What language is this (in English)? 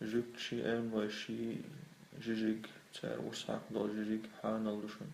Chechen